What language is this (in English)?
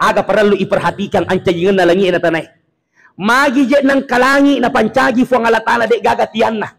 Buginese